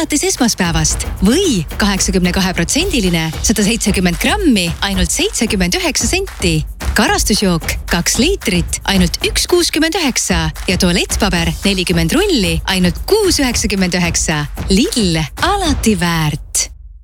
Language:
Estonian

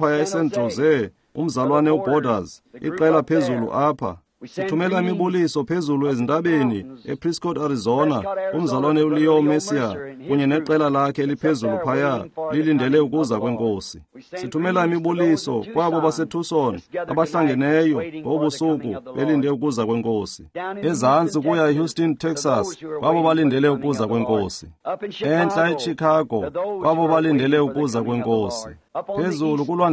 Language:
Xhosa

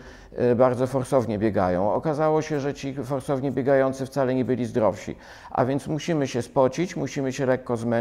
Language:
Polish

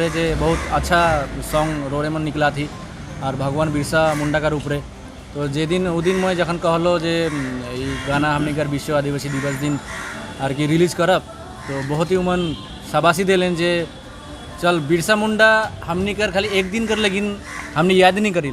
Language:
Sadri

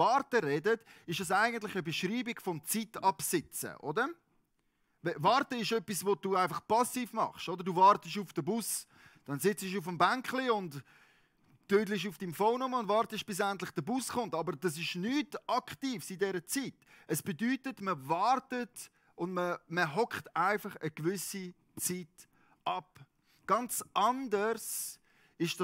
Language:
Swiss German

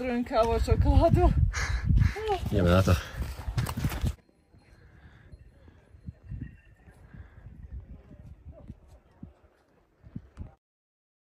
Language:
Slovak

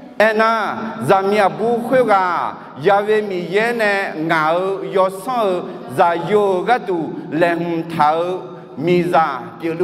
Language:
Akha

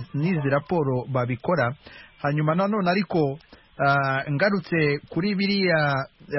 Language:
Kinyarwanda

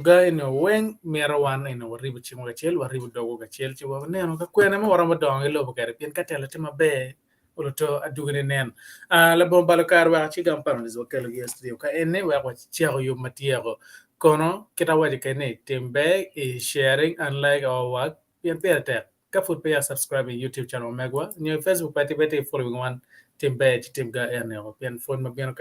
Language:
Acoli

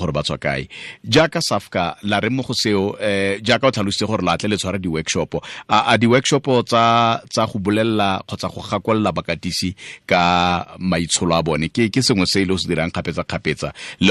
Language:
Tswana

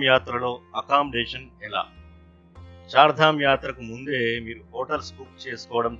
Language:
Telugu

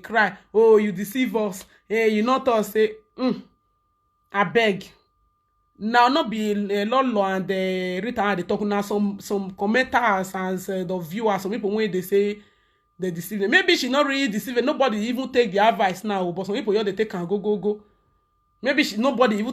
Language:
Nigerian Pidgin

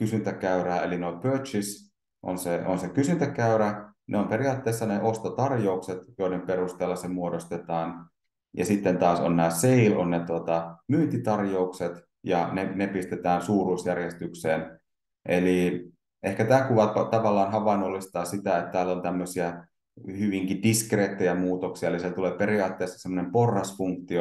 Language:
Finnish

